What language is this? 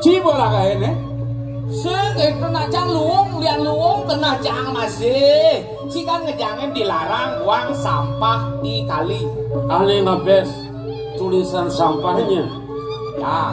Balinese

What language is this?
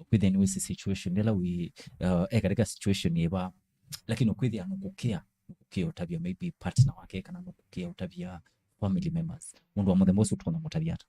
Kamba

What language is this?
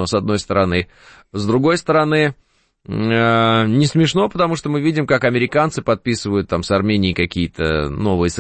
Russian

